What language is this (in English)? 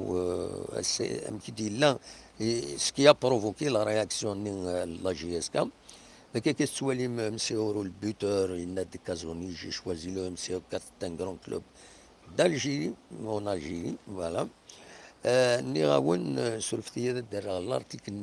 Kabyle